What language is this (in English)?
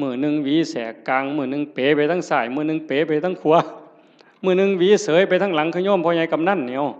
Northeastern Thai